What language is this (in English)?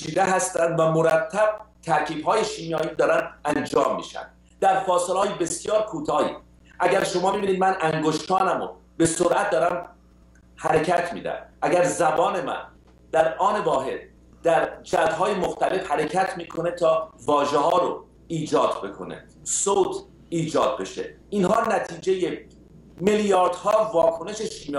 Persian